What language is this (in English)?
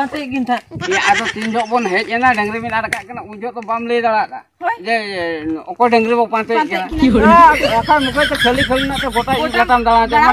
Santali